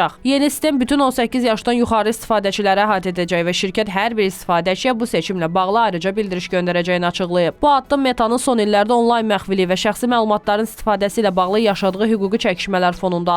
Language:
Azerbaijani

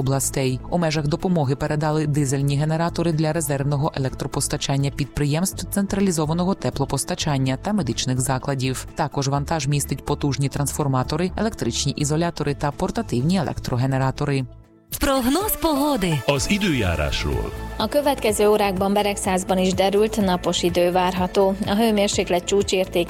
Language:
Ukrainian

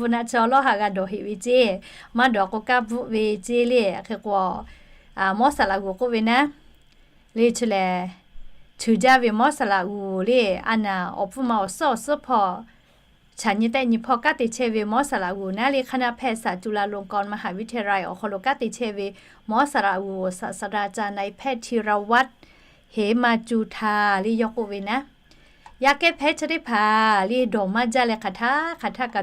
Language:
Lahu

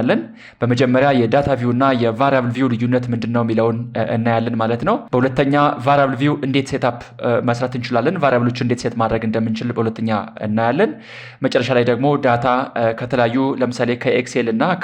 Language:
Amharic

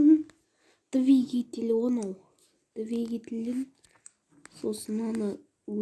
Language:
Kazakh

